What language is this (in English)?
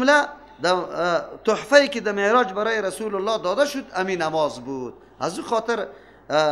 Persian